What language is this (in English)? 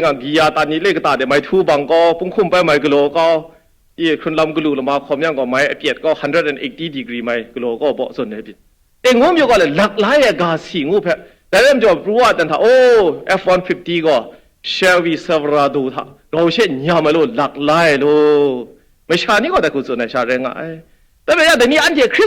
Kachin